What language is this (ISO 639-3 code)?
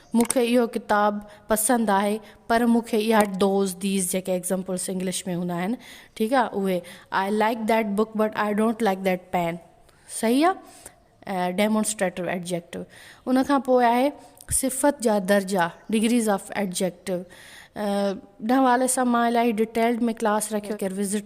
snd